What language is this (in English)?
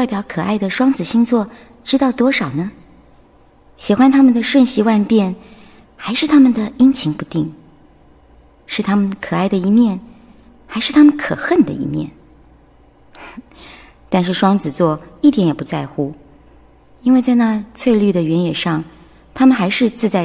Chinese